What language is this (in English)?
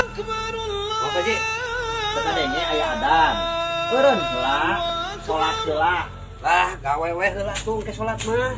Sundanese